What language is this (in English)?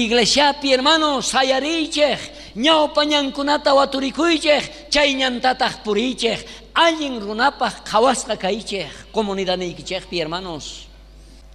South Bolivian Quechua